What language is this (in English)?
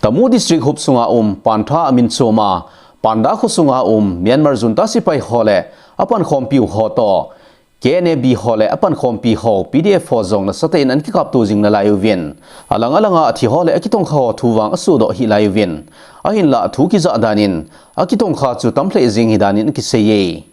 Thado Chin